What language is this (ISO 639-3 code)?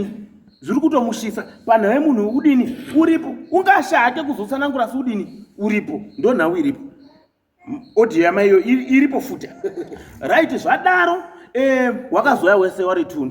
sna